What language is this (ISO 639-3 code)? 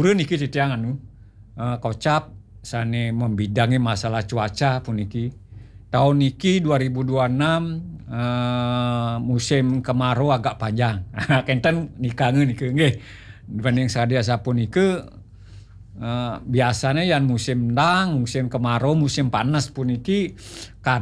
ban